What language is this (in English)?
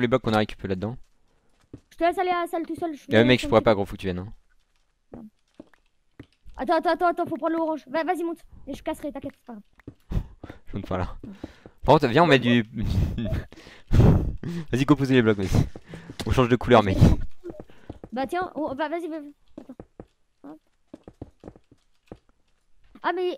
French